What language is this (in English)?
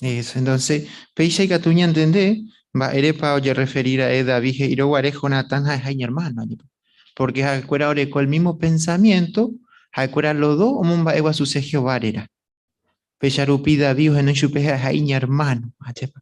Guarani